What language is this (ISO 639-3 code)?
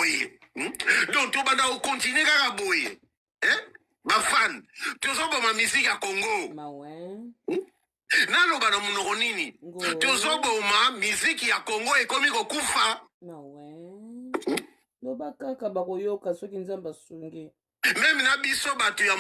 lin